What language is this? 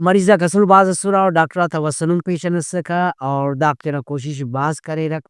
Brahui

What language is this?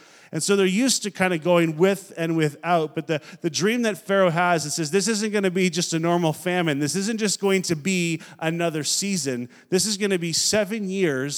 English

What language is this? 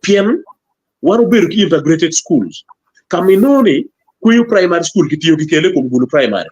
Acoli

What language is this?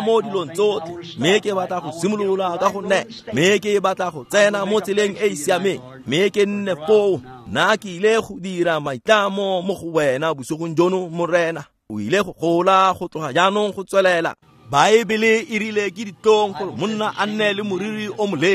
Tswana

